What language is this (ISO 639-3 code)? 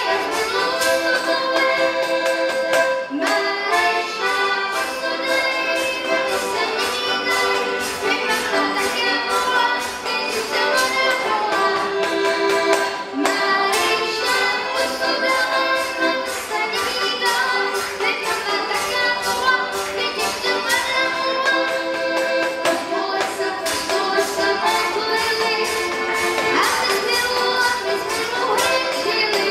ces